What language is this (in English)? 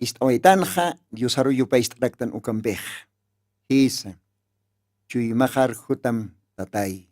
Aymara